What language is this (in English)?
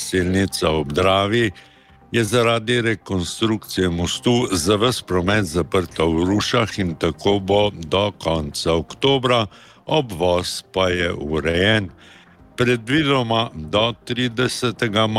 Slovenian